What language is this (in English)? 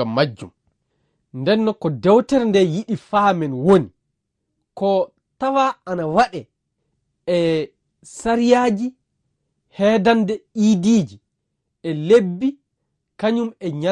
Fula